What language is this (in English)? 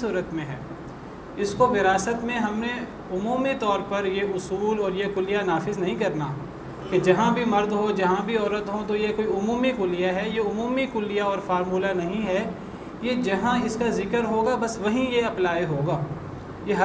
Urdu